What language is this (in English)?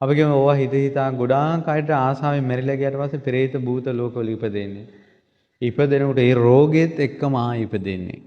Sinhala